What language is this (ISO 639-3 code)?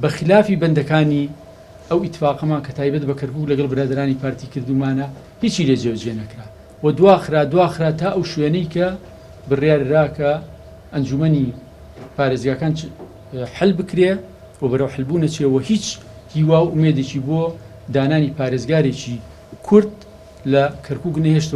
ckb